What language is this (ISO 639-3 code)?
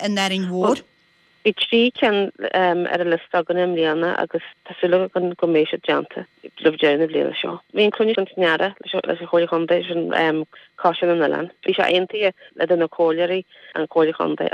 gle